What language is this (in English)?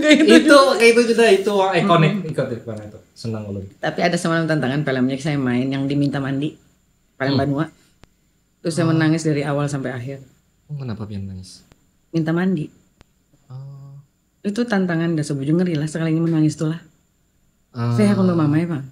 Banjar